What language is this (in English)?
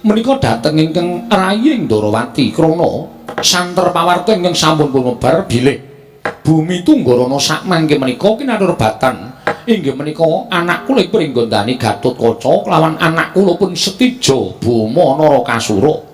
Javanese